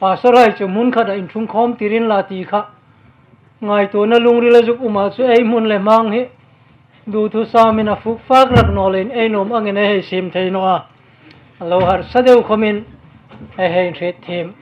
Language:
Hmar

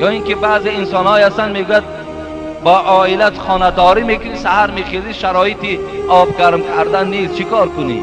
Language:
Tajik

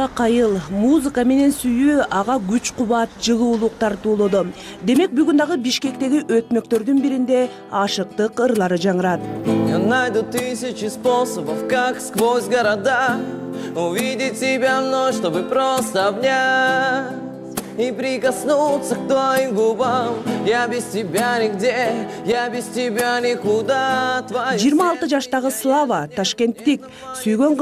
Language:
Kyrgyz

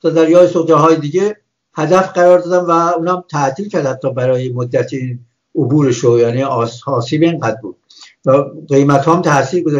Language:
Persian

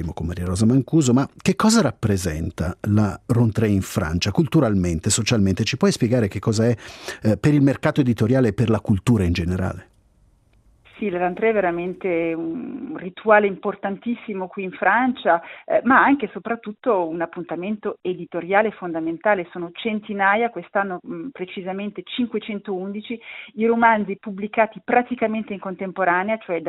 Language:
Italian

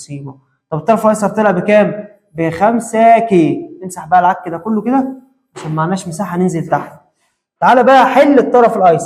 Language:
Egyptian Arabic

